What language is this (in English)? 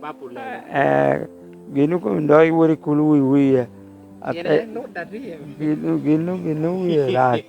Lango (Uganda)